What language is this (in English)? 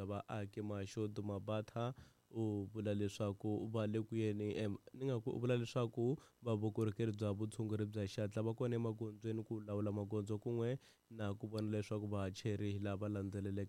Tsonga